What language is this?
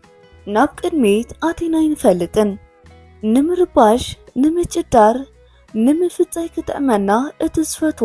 Tigrinya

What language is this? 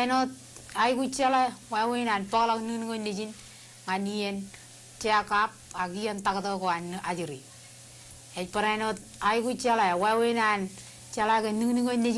Marshallese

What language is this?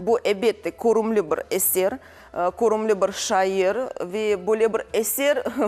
Crimean Tatar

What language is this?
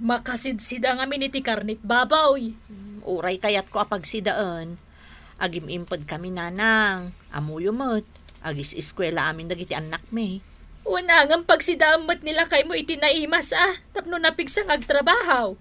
Iloko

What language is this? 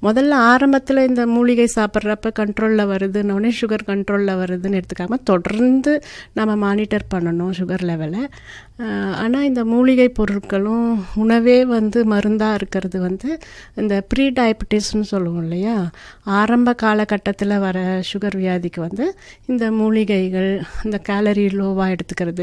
Tamil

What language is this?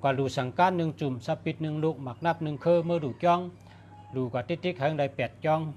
Shan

